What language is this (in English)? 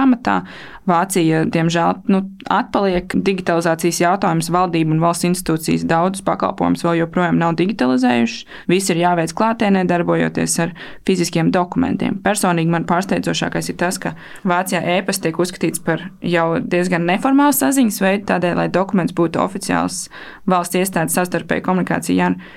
Latvian